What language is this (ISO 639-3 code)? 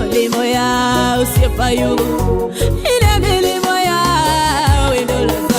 luo